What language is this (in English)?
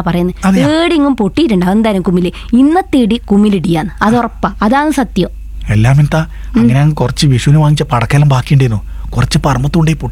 Malayalam